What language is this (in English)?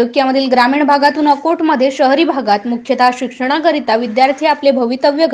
Marathi